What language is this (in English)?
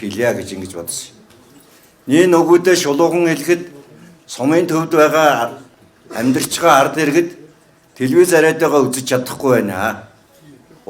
Mongolian